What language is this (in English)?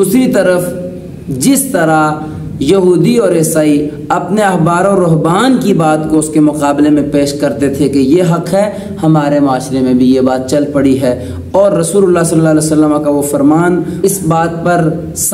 Urdu